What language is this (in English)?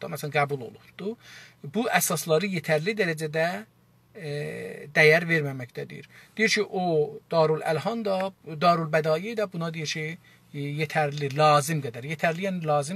South Azerbaijani